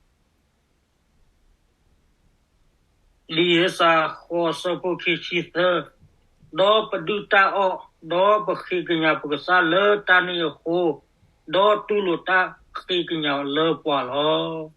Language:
S'gaw Karen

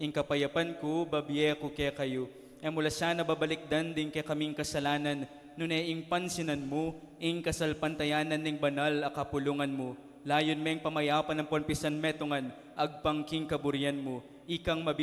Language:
Pampanga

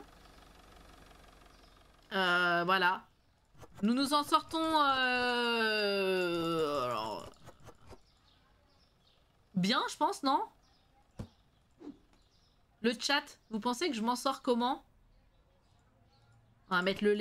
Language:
French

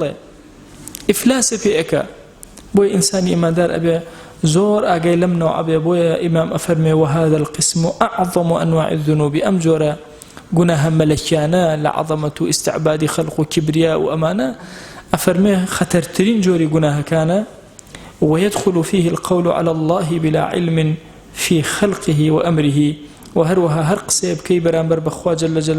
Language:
Central Kurdish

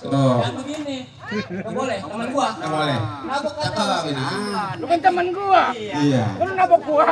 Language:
Betawi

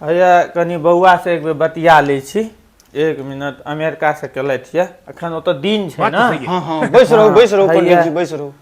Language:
Maithili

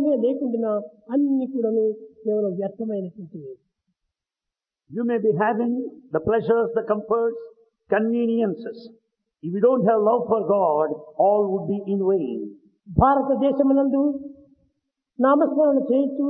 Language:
Telugu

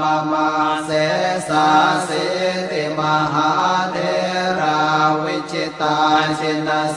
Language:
Pali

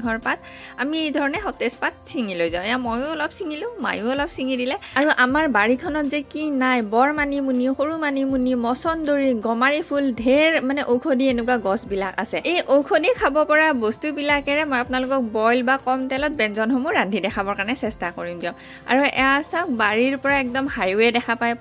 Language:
Assamese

